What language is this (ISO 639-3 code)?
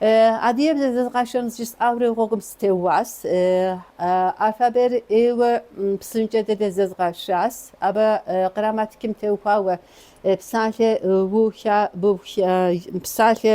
kbd